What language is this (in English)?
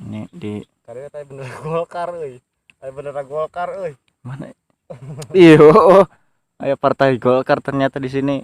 Sundanese